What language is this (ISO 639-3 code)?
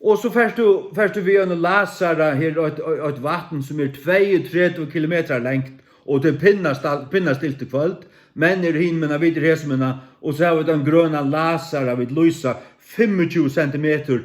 fao